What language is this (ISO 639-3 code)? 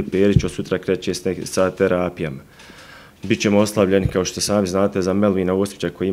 bos